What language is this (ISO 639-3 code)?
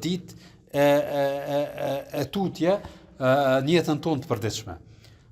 sqi